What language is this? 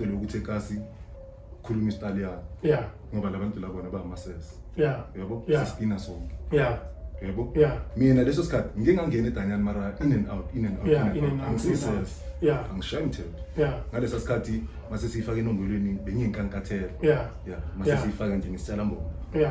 Zulu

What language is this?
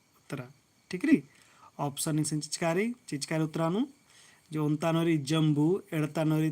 Kurukh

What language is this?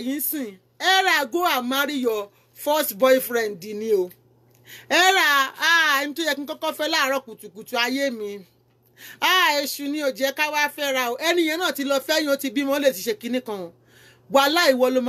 Yoruba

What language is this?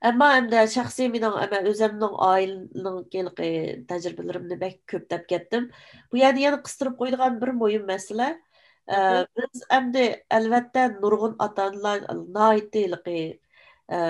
Uyghur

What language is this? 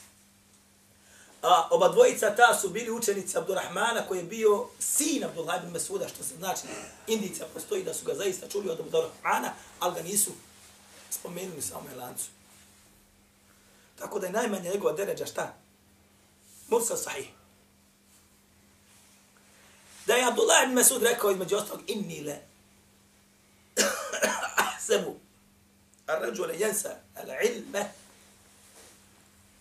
Bosnian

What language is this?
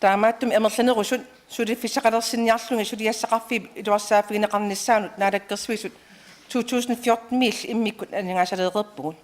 Kalaallisut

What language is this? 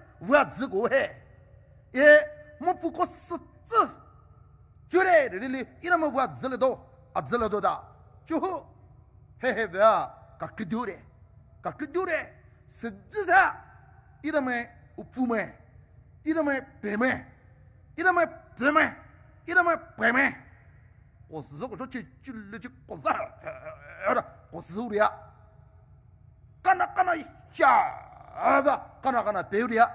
Poumei Naga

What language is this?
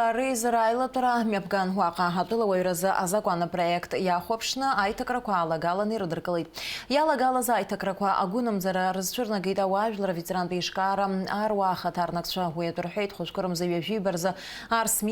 Abkhazian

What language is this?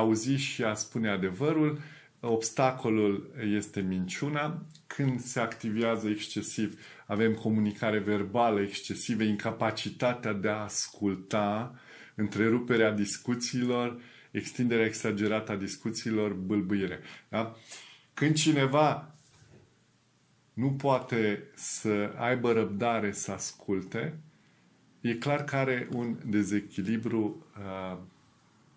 Romanian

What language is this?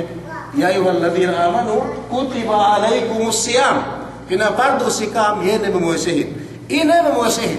Yakan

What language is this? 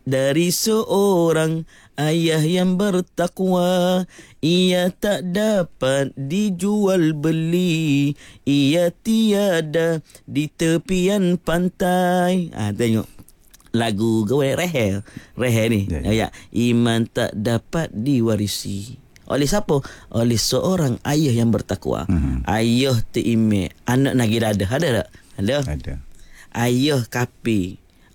Malay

